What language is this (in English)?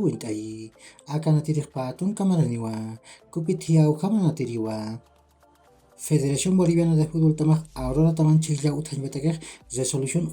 Aymara